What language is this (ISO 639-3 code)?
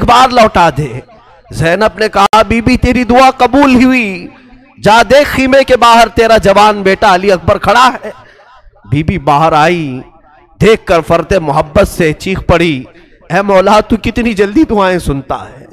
urd